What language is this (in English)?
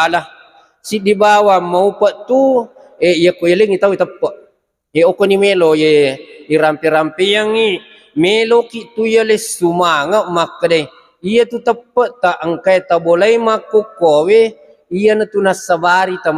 Buginese